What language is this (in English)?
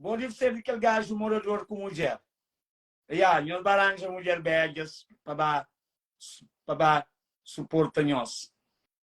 Kabuverdianu